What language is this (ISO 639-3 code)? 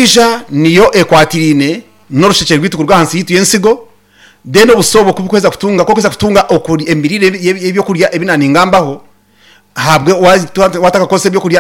nyn